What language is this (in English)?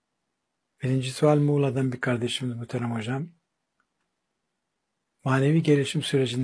Turkish